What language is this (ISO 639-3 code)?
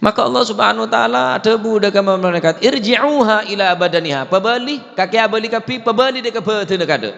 mad